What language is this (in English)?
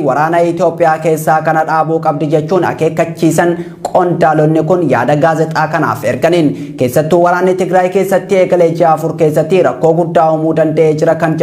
Oromo